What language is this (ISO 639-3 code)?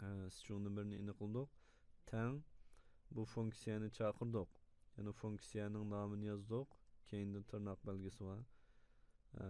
uig